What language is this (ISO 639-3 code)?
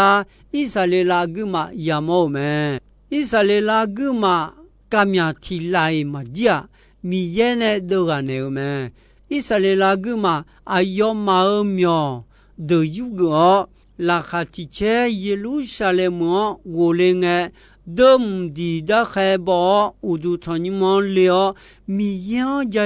ahk